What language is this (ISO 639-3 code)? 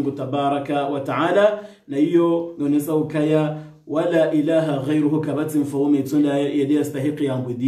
swa